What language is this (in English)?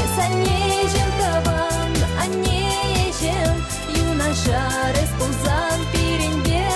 Chuvash